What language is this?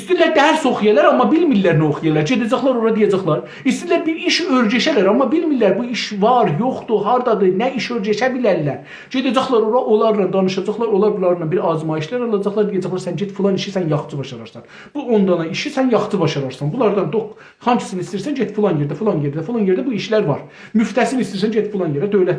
South Azerbaijani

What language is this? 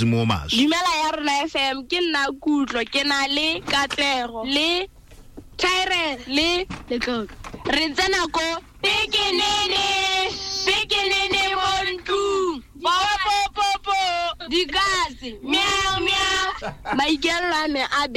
Tswana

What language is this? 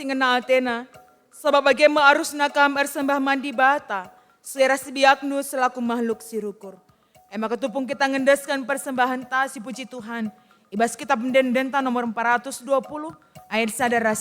Batak Karo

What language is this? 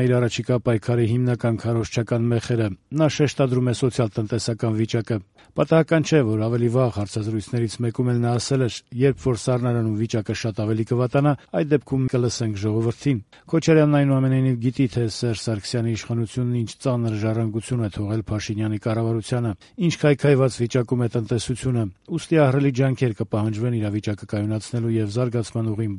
Armenian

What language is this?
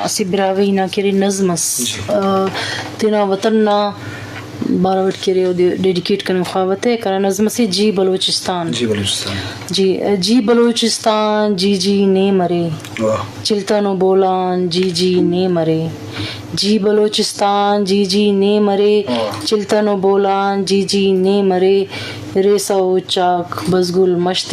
Brahui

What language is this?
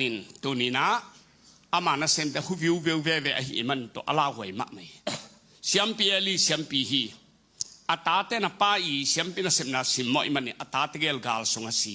Tedim Chin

